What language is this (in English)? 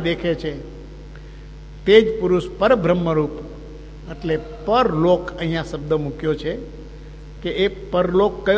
Gujarati